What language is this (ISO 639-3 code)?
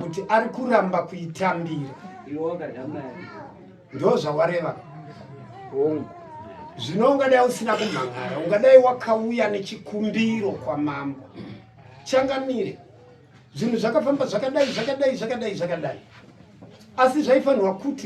sna